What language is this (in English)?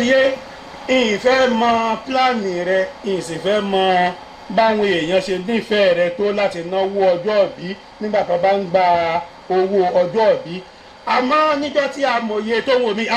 Yoruba